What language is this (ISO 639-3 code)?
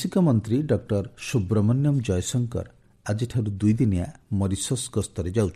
ori